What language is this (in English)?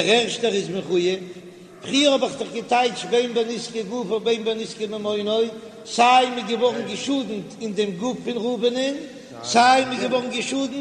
Yiddish